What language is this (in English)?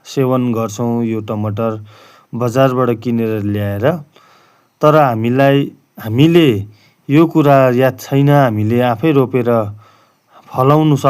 Nepali